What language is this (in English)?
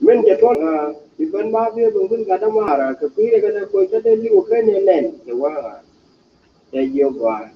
Nuer